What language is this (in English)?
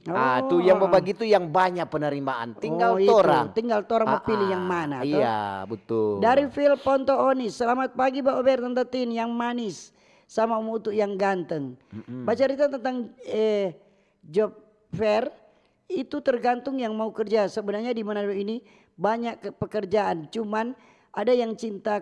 Manado Malay